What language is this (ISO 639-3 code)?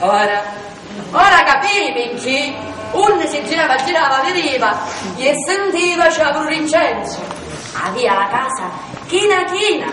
scn